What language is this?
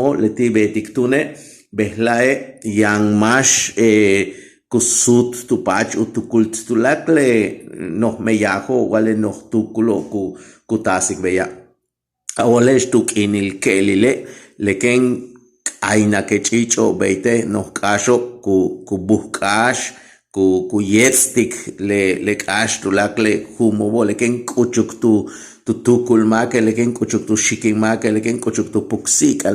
Yucateco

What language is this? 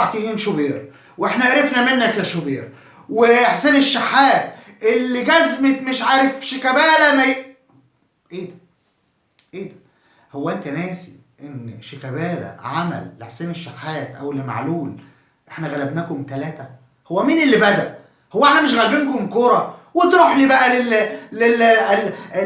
Egyptian Arabic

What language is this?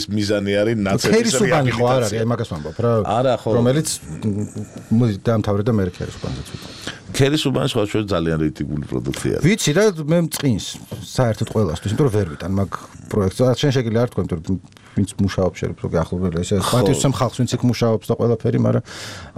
Georgian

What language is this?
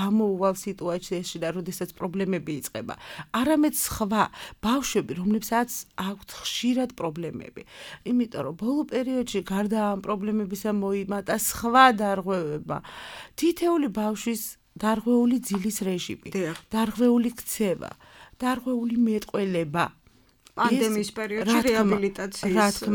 Georgian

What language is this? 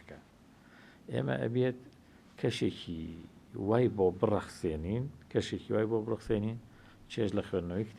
Central Kurdish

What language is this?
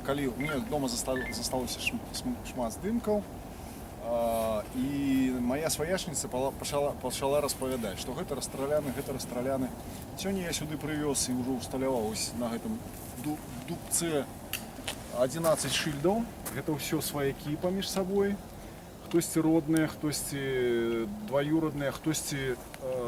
Belarusian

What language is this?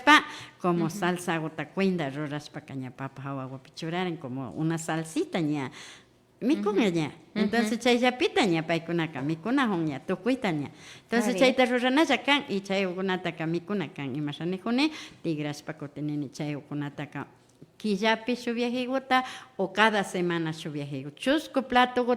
Imbabura Highland Quichua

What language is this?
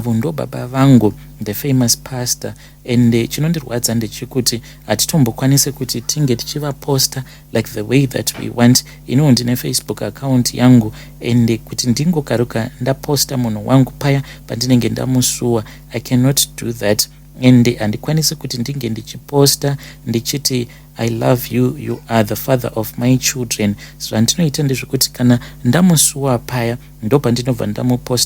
Shona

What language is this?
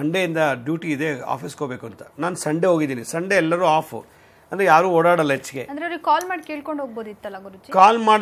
Kannada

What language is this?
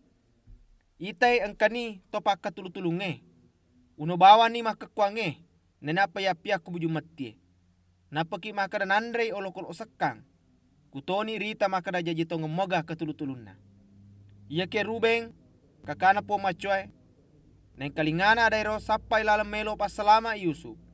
Buginese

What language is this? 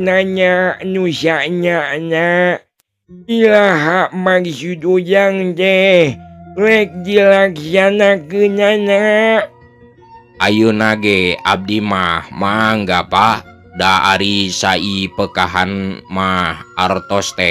Sundanese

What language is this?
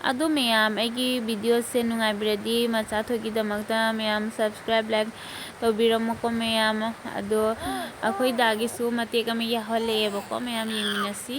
Manipuri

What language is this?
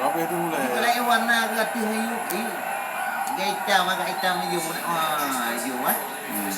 Achinese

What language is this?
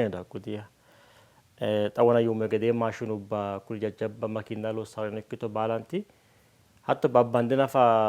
Sidamo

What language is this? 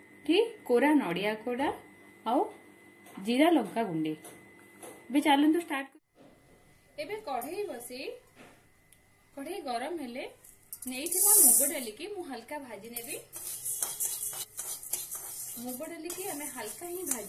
Odia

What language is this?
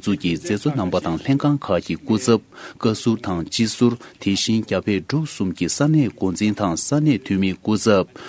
Tibetan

